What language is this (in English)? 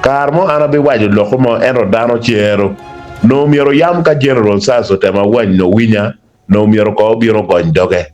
Acoli